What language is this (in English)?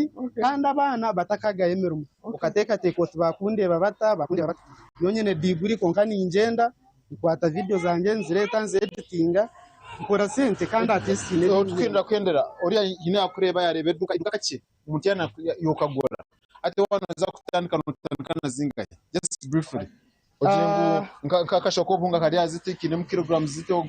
Nyankole